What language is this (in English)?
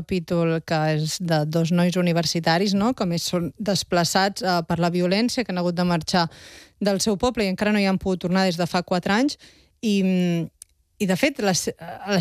Catalan